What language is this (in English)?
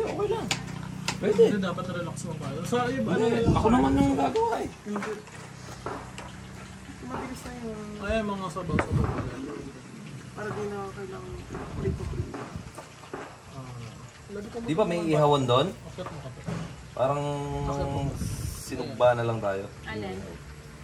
Filipino